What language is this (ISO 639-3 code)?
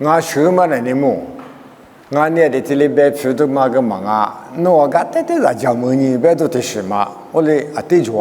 lis